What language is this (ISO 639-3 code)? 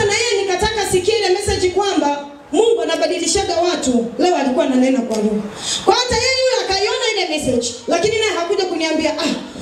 swa